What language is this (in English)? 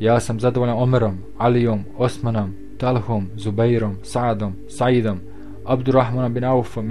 Bosnian